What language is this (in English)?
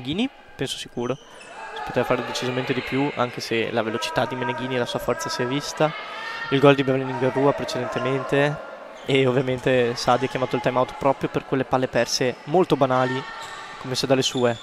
Italian